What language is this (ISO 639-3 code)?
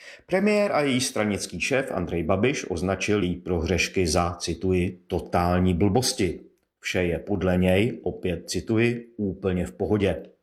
ces